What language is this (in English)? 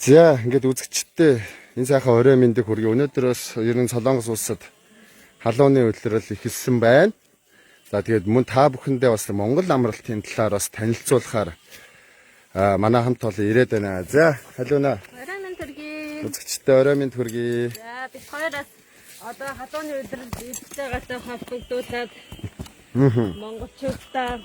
Mongolian